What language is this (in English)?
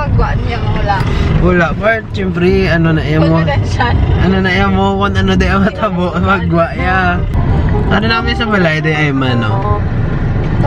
Hiligaynon